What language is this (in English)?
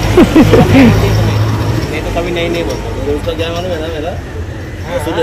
Marathi